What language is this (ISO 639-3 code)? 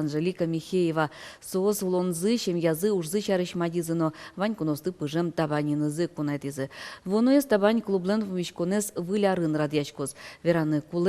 udm